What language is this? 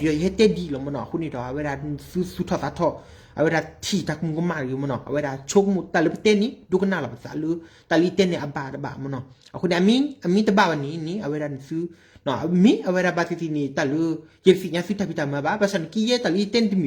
S'gaw Karen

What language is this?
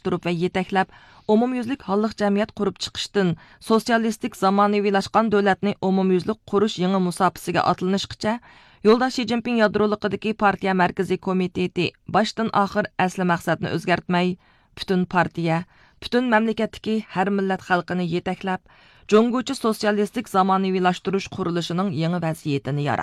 Uyghur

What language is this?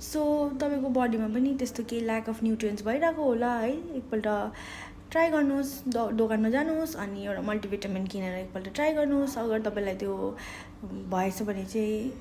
Nepali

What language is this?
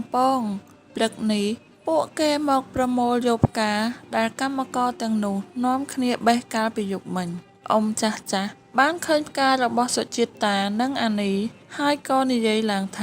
Khmer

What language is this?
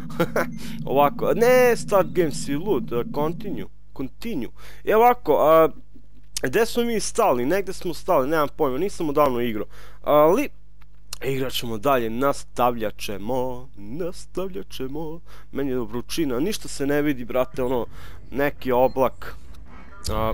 Serbian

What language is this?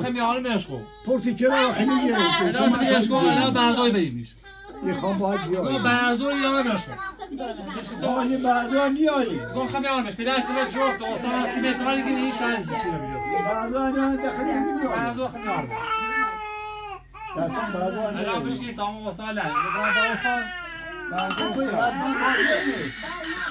Persian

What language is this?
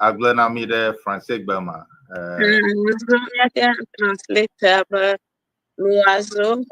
Ewe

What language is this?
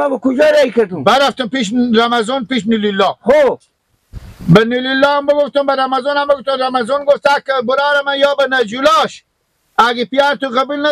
Persian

